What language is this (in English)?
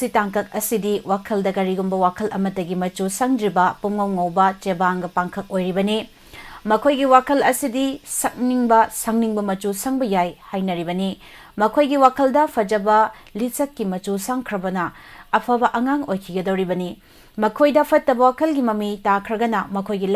Manipuri